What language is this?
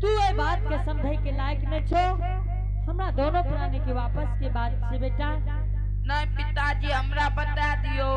Angika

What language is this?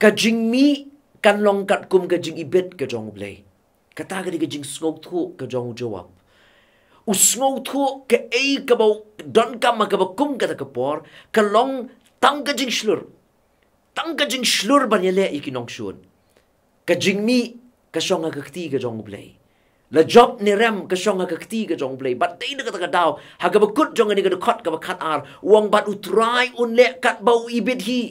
Khasi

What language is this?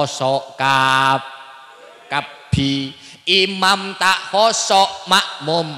Madurese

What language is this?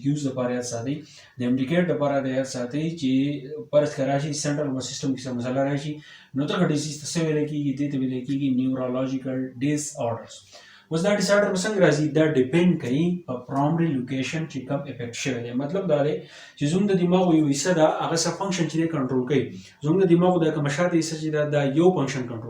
Pashto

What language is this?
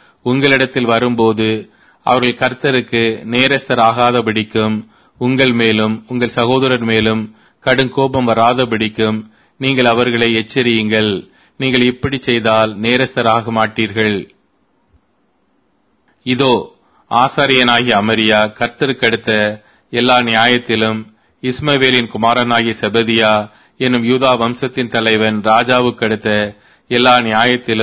Tamil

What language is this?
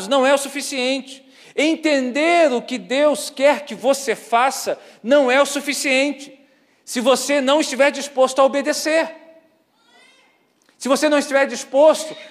Portuguese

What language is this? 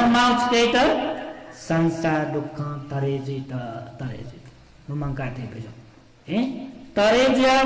Newari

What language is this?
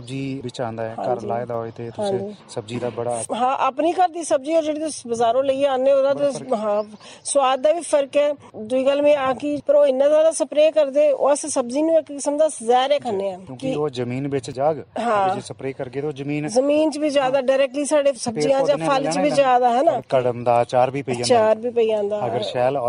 Dogri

